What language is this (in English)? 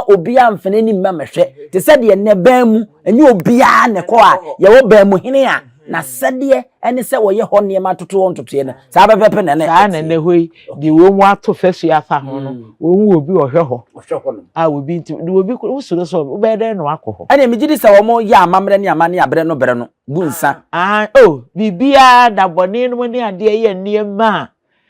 Akan